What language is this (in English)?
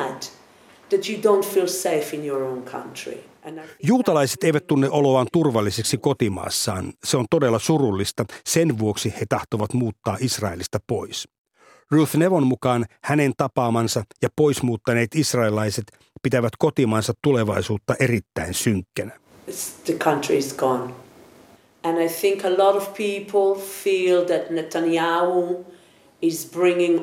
Finnish